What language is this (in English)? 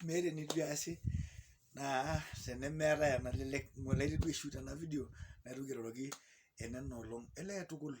Masai